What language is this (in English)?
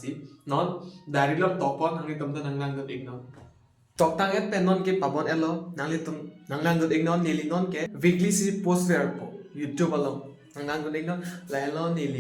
Karbi